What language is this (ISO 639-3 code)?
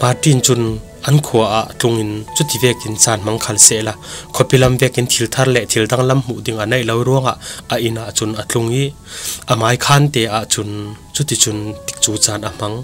cfm